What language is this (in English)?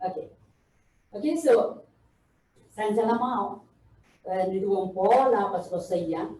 Pohnpeian